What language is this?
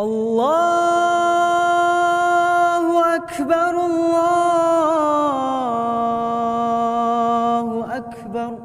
Bashkir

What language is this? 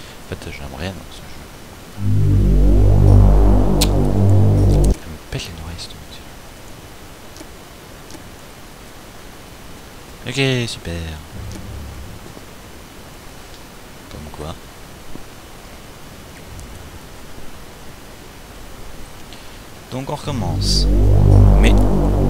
French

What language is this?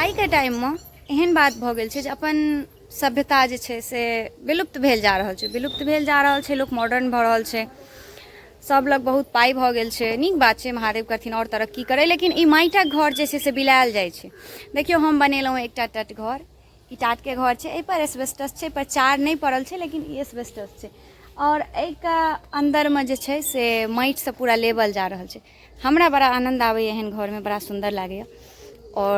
Maithili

